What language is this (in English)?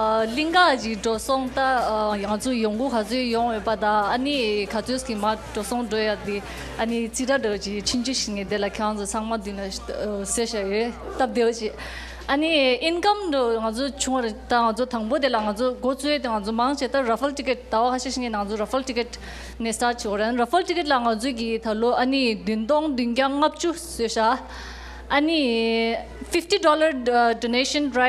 Tibetan